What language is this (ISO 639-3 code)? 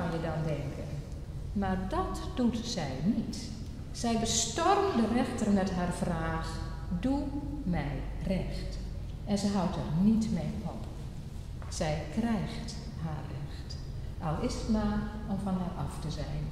nld